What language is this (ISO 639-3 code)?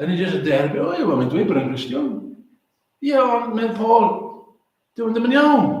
cym